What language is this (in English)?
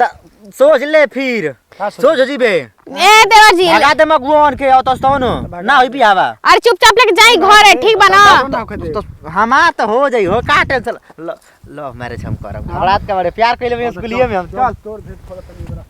Bhojpuri